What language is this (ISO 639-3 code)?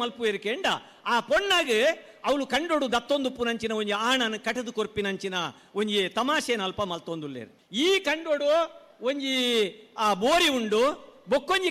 tcy